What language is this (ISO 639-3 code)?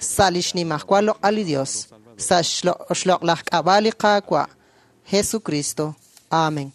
kek